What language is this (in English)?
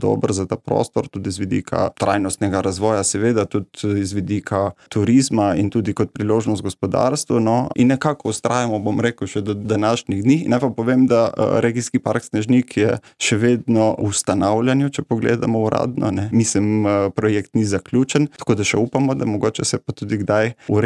Slovenian